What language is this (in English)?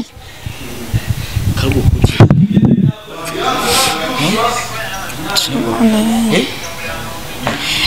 Kinyarwanda